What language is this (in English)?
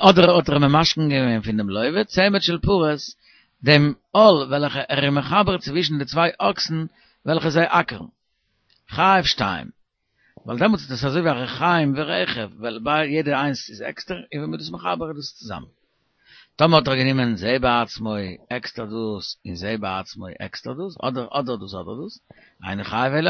Yiddish